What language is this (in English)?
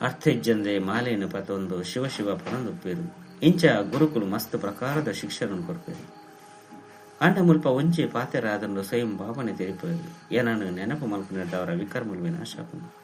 Tulu